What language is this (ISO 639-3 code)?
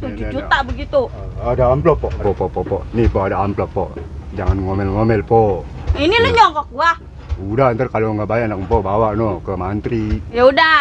bew